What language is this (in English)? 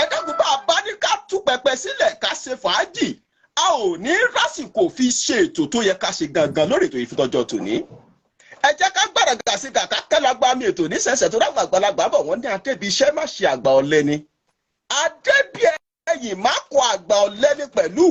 Yoruba